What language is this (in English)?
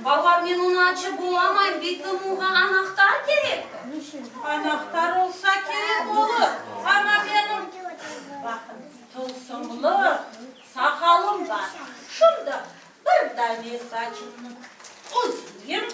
Crimean Tatar